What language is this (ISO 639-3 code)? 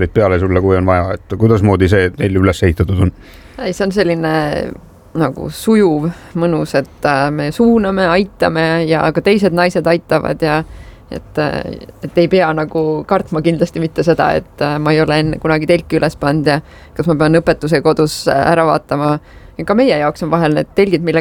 est